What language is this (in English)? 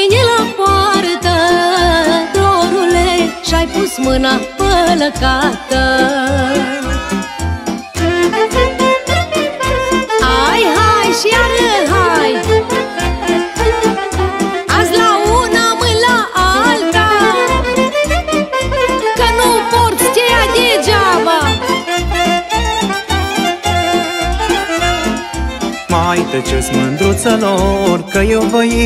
Romanian